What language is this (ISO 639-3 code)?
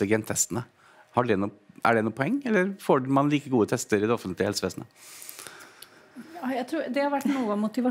nor